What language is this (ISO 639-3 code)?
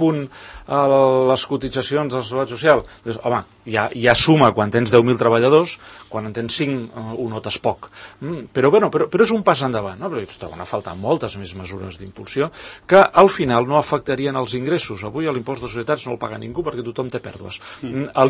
cat